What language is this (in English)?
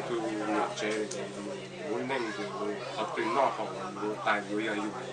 Hmong